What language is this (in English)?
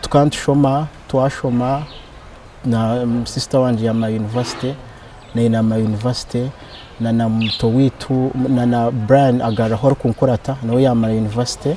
Nyankole